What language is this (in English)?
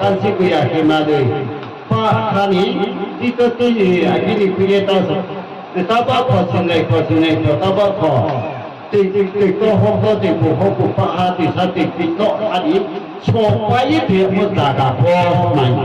Riang (India)